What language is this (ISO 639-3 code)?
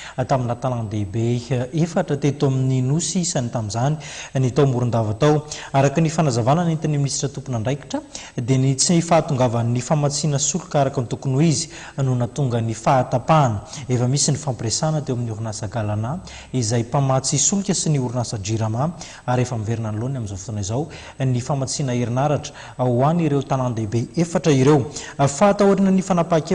mlg